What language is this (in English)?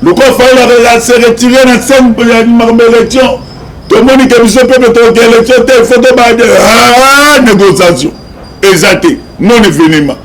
Lingala